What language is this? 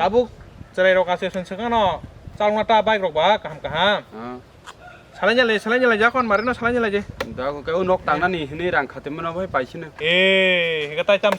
Kok Borok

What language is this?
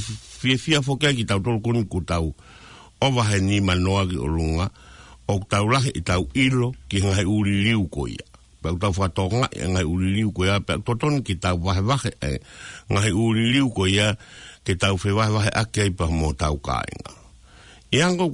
Tongan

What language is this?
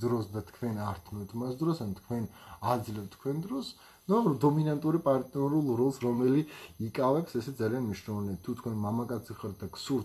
Georgian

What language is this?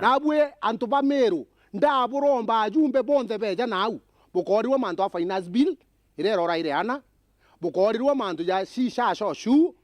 Meru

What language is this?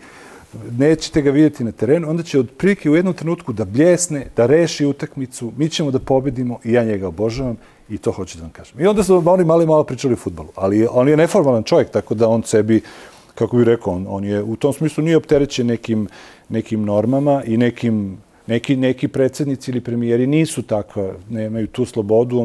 Serbian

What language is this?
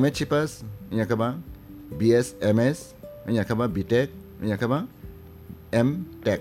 Kok Borok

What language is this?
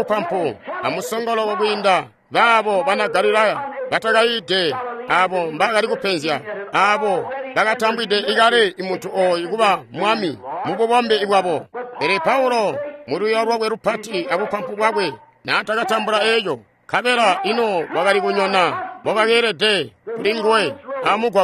Tonga (Zambia)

